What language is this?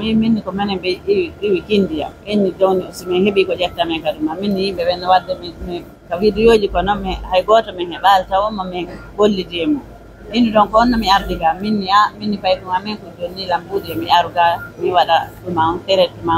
Pular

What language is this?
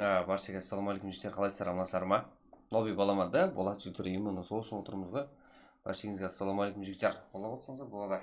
Kara-Kalpak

